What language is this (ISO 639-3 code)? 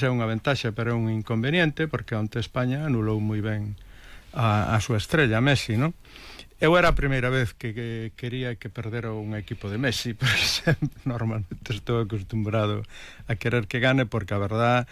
glg